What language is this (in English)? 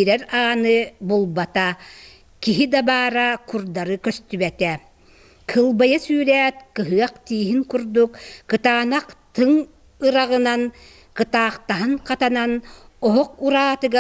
Yakut